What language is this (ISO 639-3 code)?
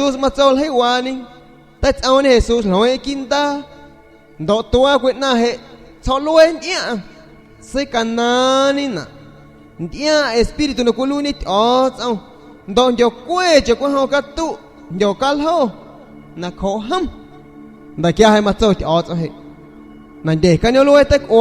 azg